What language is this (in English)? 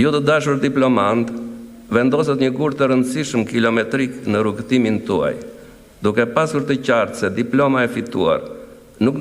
Albanian